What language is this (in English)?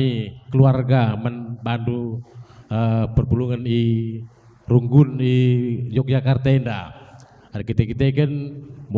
Batak Karo